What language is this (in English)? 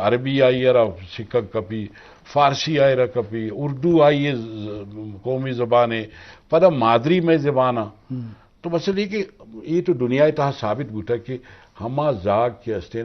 Eastern Balochi